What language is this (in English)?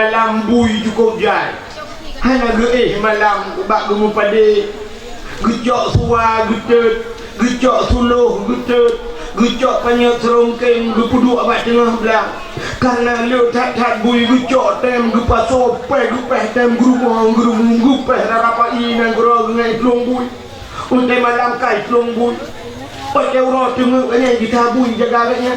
Achinese